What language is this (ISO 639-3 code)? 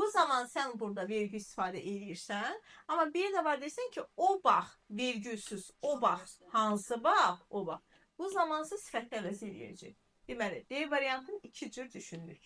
aze